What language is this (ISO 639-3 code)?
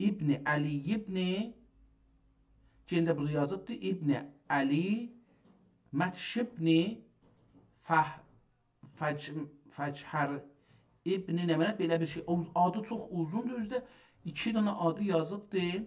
azb